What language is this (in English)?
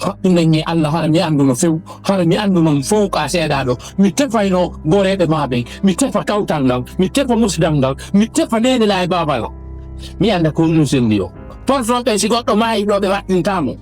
Fula